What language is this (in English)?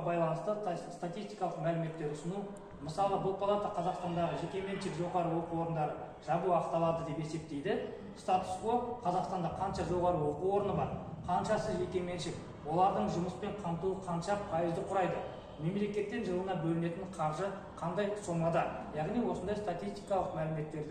Kazakh